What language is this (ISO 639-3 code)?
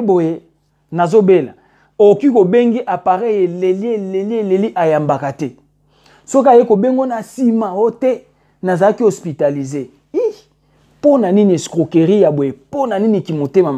lin